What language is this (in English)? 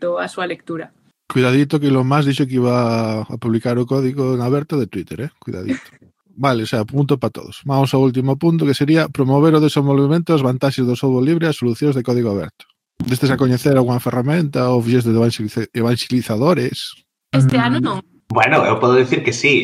Galician